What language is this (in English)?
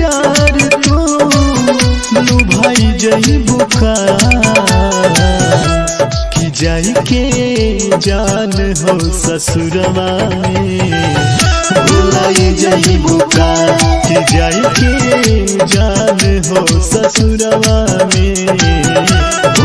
Bhojpuri